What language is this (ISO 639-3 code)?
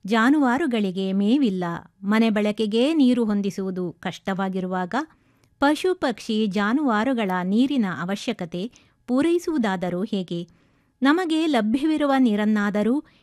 kan